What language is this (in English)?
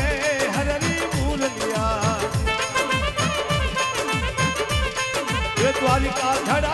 Hindi